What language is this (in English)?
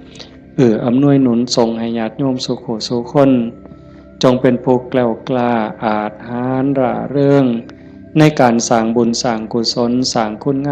Northeastern Thai